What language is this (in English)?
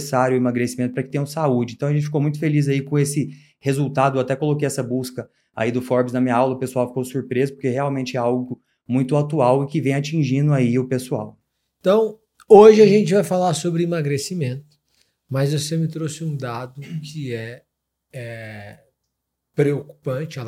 Portuguese